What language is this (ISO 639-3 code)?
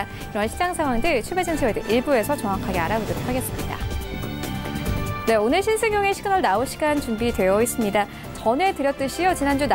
kor